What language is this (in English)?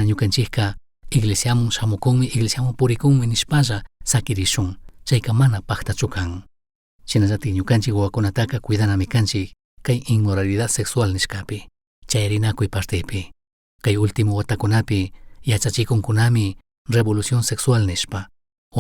Chimborazo Highland Quichua